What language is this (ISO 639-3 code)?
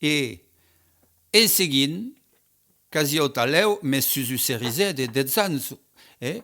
oci